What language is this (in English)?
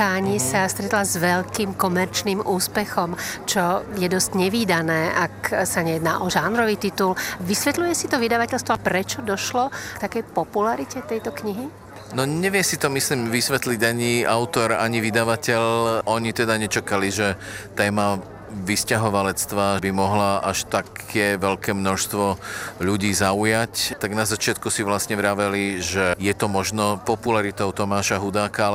Slovak